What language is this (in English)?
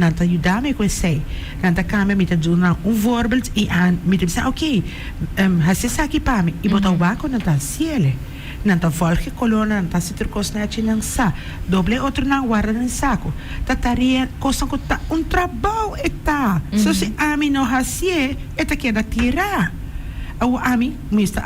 Papiamento